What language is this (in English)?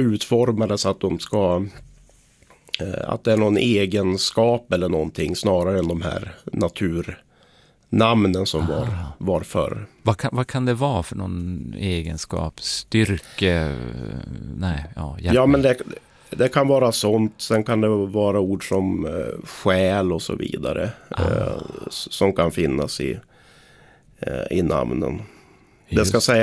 Swedish